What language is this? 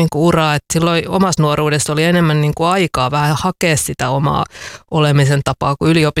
Finnish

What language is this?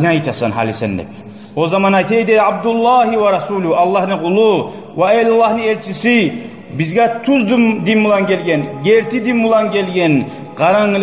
Kumyk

